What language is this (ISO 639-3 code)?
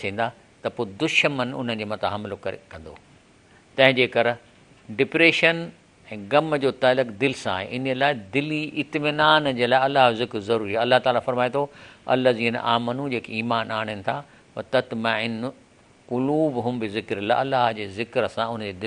snd